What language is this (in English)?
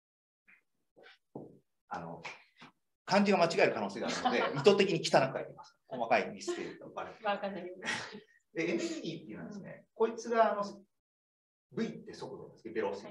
Japanese